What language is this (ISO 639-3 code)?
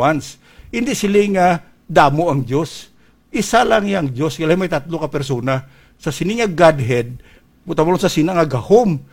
hil